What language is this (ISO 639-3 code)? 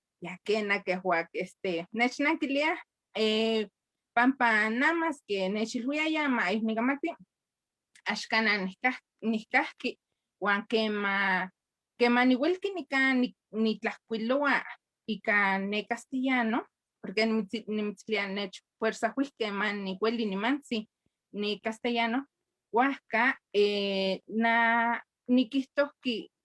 nhe